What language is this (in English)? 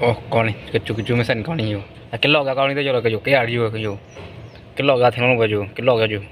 Karbi